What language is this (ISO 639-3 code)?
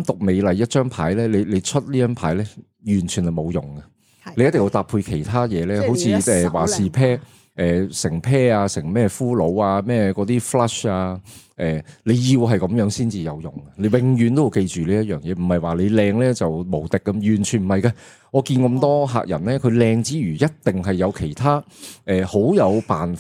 yue